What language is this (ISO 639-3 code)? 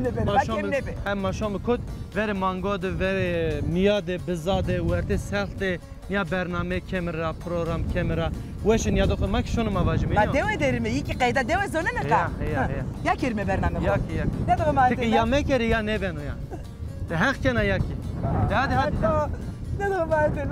zza